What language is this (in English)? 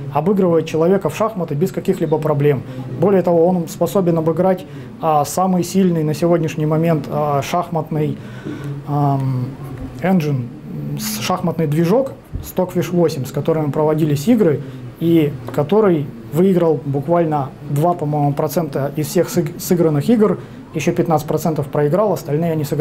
Russian